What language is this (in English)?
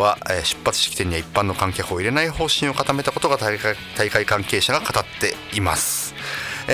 Japanese